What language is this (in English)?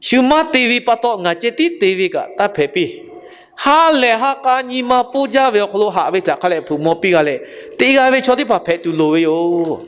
Lahu